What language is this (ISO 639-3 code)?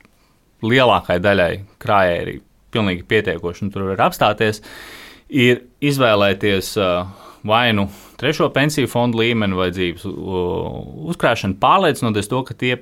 lav